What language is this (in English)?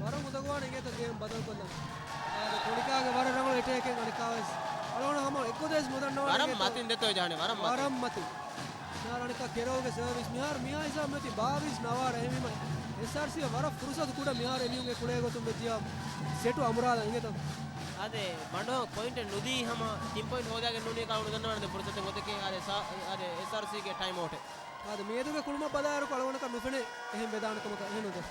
Divehi